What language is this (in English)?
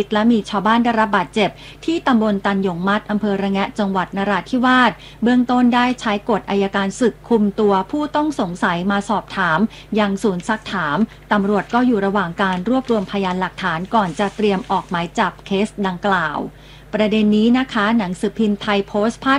Thai